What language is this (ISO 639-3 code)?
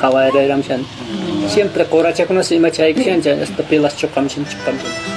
que